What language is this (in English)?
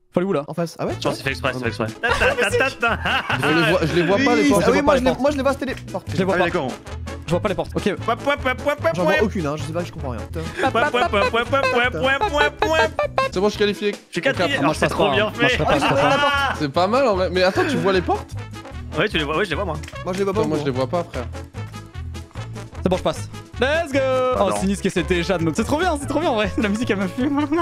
French